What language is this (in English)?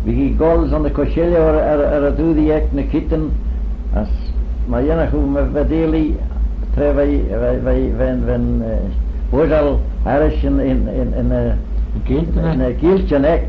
Manx